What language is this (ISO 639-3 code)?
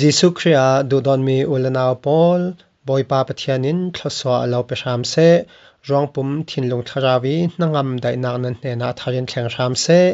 cfm